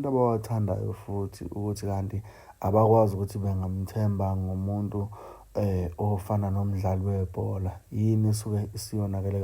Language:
Zulu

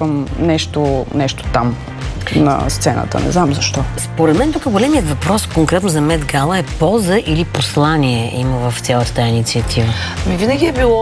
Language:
Bulgarian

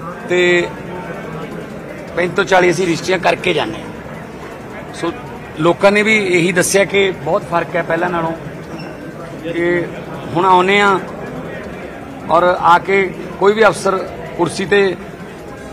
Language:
Punjabi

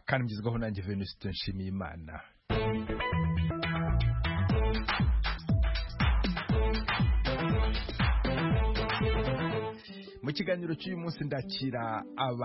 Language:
Kinyarwanda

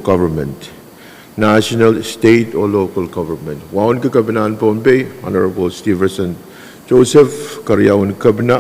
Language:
Pohnpeian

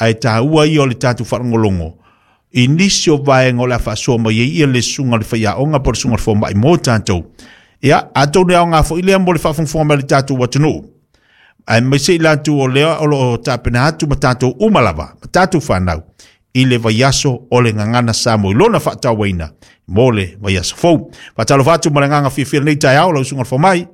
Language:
Samoan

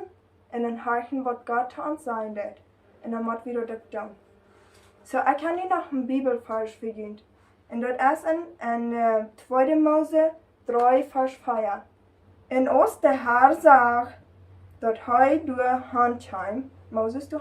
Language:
Plautdietsch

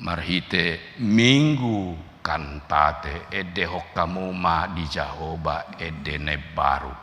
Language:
Batak Toba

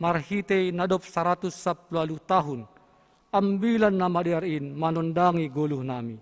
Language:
Batak Simalungun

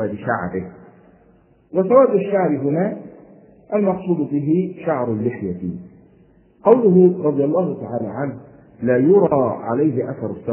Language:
Arabic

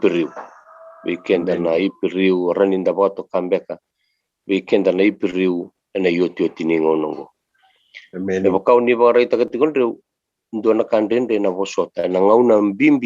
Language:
Fijian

